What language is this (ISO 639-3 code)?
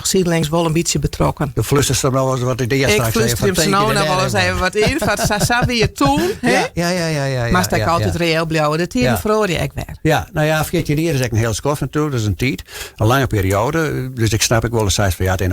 fry